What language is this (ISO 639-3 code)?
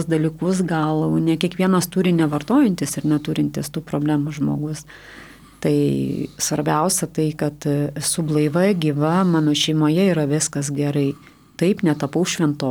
lit